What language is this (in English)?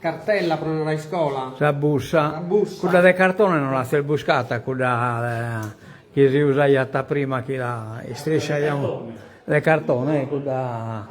Sardinian